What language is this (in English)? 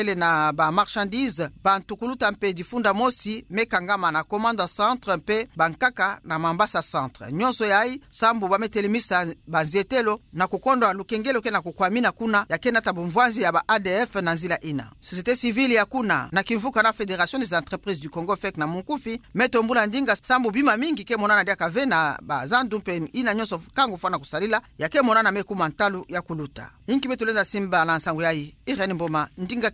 Kituba (Democratic Republic of Congo)